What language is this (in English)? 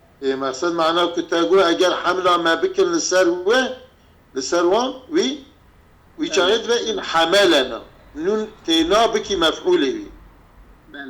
Kurdish